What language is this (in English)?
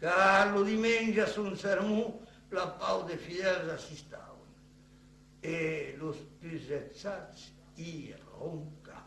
Occitan